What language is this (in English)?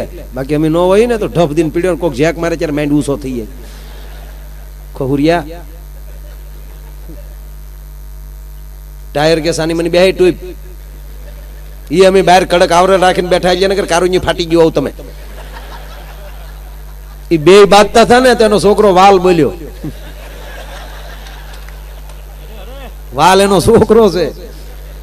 Gujarati